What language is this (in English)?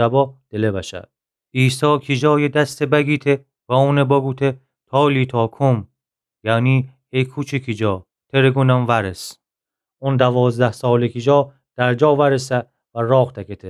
Gilaki